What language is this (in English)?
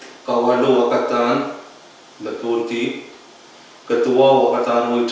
Pohnpeian